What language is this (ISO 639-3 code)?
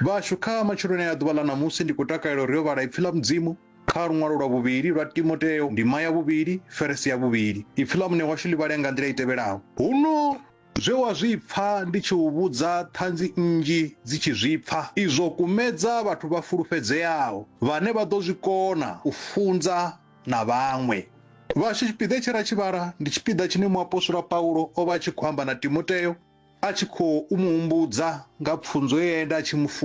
ven